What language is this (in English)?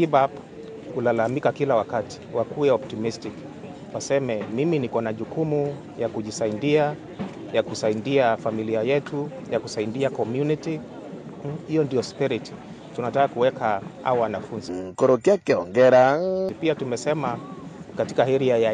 Meru